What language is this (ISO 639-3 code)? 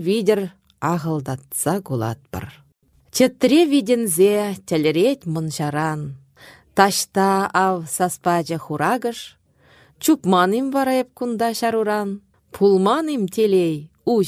chv